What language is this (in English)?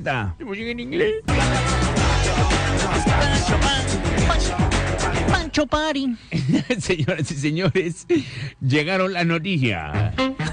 Spanish